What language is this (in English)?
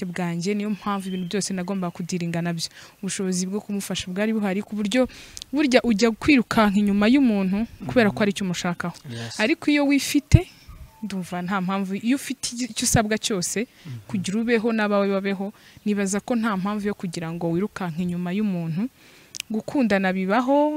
Kinyarwanda